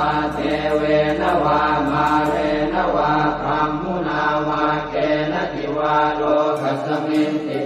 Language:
Pali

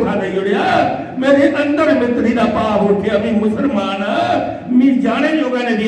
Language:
Dogri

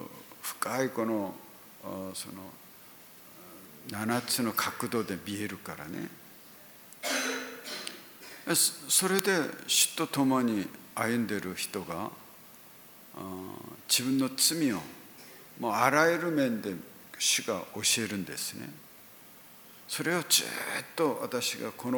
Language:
Japanese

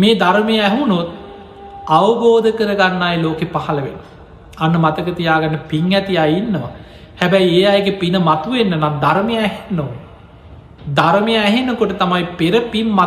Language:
Sinhala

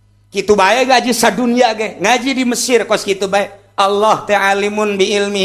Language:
Sundanese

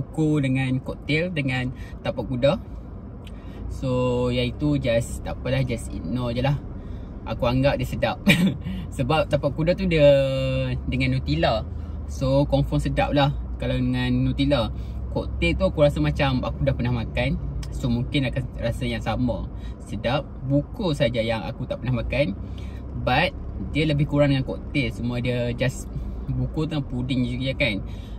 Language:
Malay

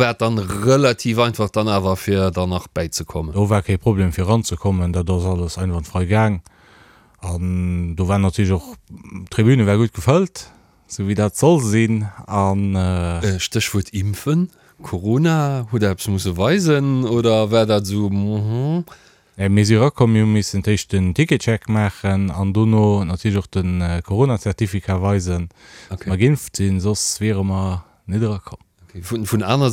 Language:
Luxembourgish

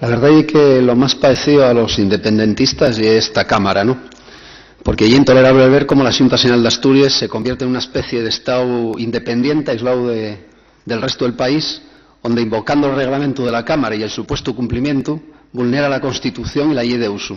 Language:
Asturian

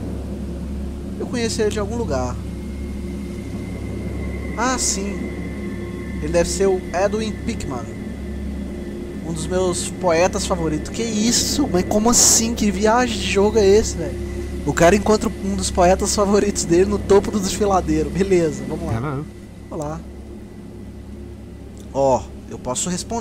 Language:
Portuguese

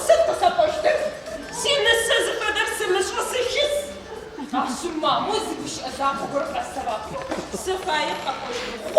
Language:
Adyghe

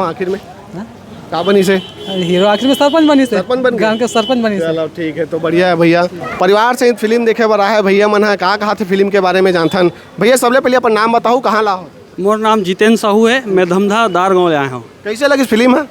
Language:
Chhattisgarhi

